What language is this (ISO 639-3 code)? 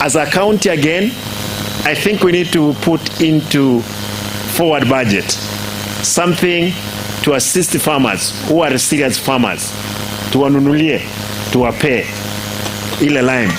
guz